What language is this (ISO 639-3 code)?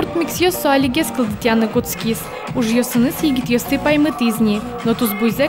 udm